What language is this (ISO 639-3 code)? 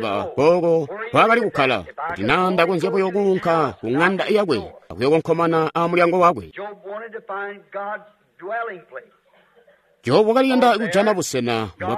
toi